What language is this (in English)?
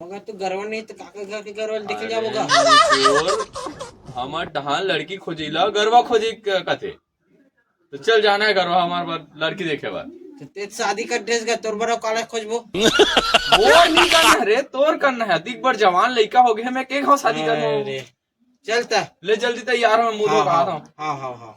Chhattisgarhi